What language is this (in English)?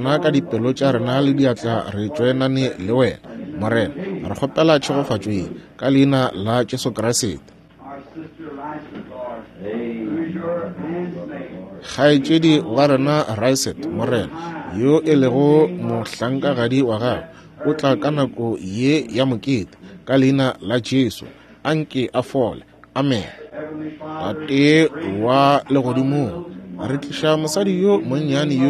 Northern Sotho